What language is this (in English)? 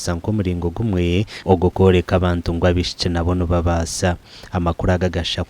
Nyankole